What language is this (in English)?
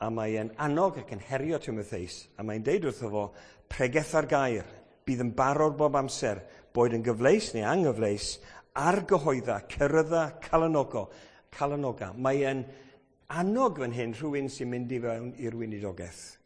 Welsh